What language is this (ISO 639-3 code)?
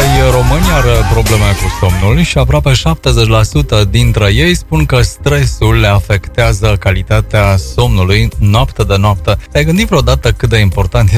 ron